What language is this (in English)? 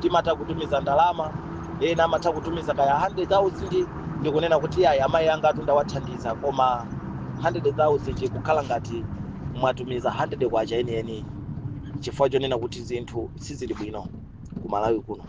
Nyanja